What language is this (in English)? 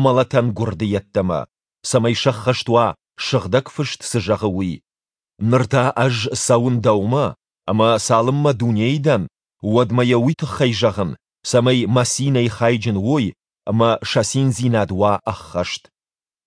Ossetic